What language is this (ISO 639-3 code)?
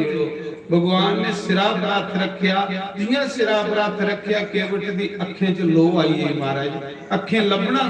doi